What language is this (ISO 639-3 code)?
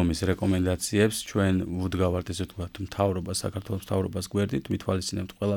kat